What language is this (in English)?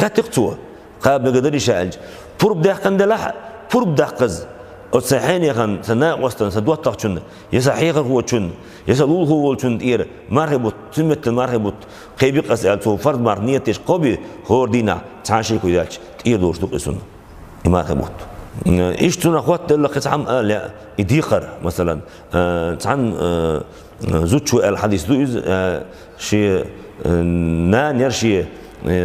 Chechen